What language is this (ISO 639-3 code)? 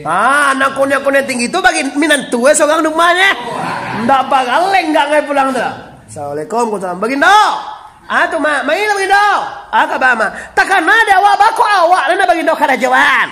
min